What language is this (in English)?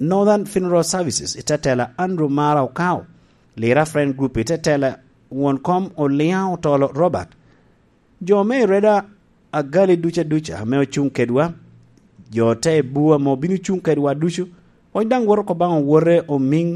Lango (Uganda)